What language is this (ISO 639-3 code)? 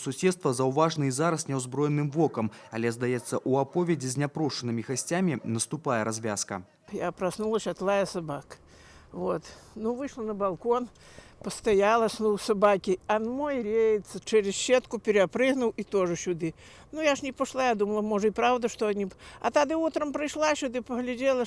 bel